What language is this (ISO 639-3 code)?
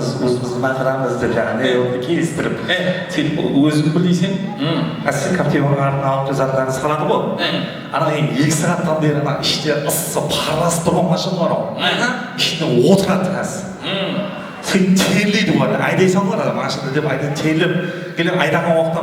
kaa